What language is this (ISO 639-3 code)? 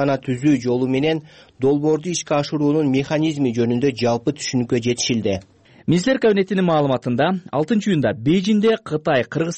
kir